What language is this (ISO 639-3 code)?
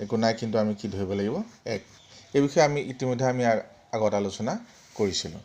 asm